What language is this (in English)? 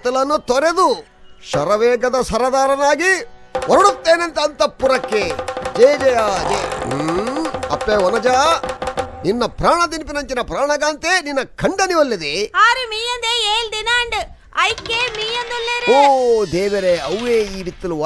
Tulu